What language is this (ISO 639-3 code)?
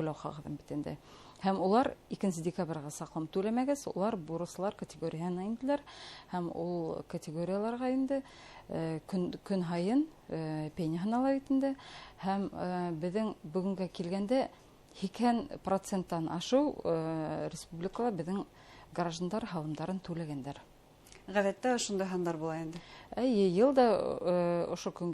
bak